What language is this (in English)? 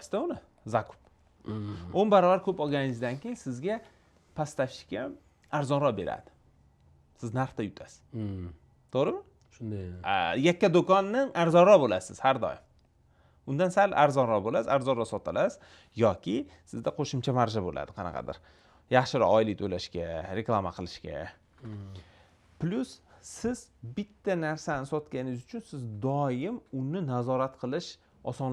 Uzbek